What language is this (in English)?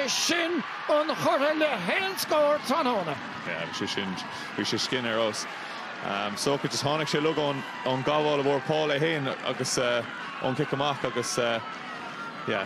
Irish